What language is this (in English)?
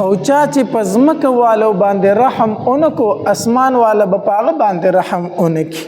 Pashto